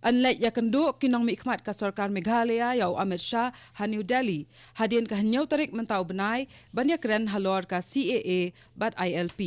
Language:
Khasi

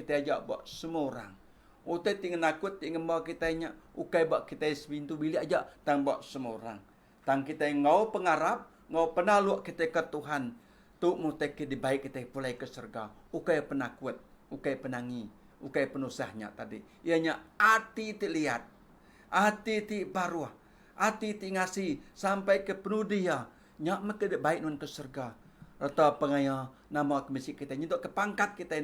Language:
Iban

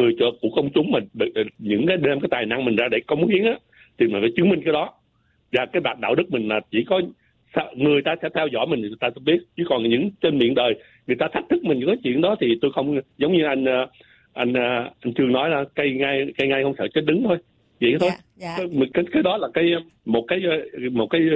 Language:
Vietnamese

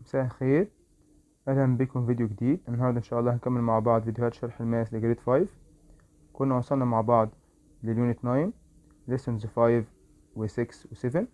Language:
Egyptian Arabic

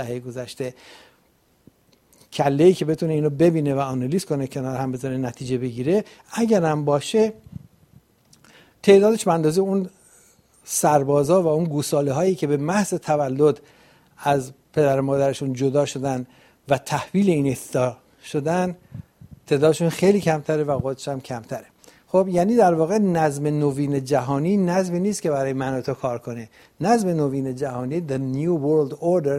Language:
Persian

